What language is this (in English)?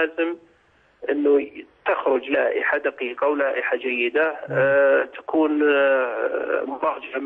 Arabic